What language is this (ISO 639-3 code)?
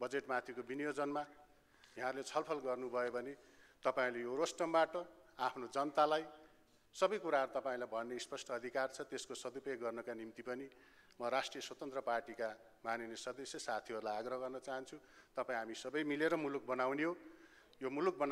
nep